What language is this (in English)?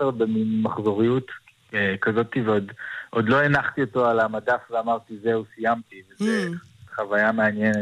Hebrew